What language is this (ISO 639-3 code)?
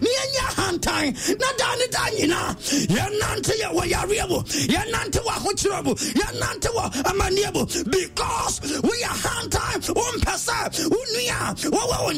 aka